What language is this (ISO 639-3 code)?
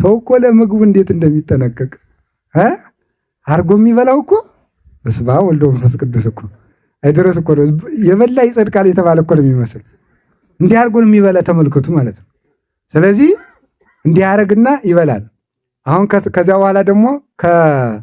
amh